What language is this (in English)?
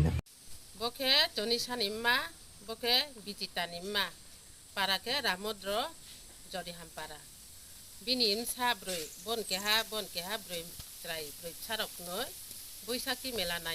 Riang (India)